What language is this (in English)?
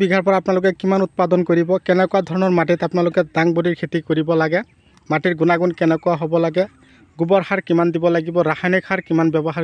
Assamese